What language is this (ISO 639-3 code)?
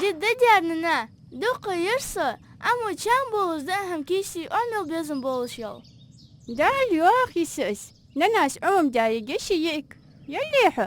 inh